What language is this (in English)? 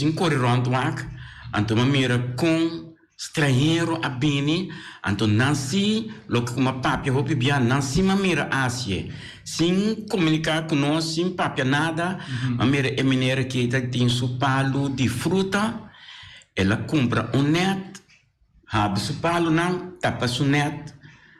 Papiamento